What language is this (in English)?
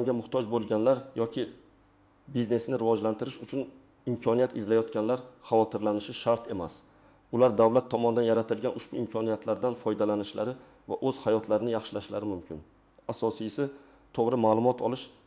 Uzbek